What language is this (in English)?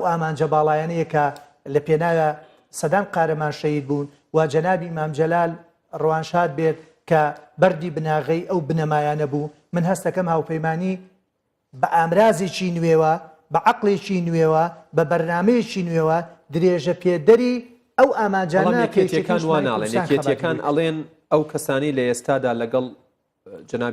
Central Kurdish